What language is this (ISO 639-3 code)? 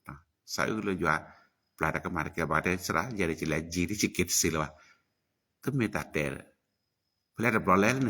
ksw